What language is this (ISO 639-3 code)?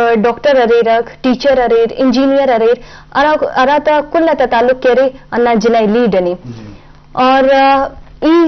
bgp